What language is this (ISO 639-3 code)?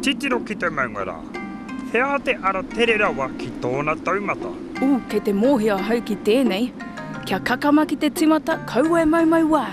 mri